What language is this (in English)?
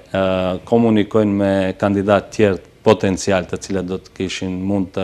Albanian